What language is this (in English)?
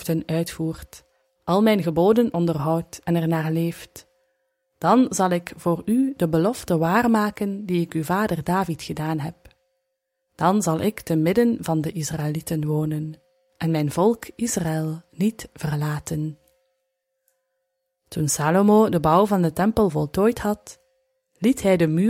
Dutch